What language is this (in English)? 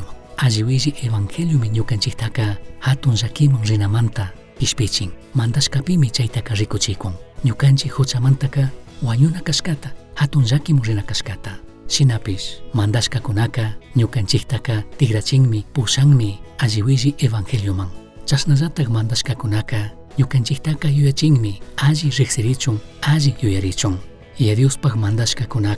Chimborazo Highland Quichua